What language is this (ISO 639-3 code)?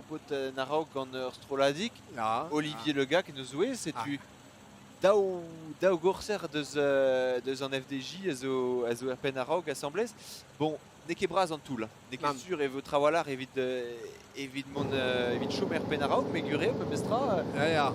bre